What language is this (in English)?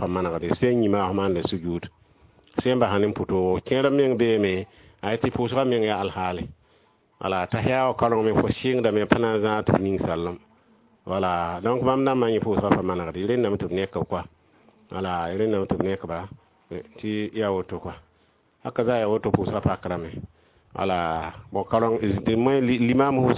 Mossi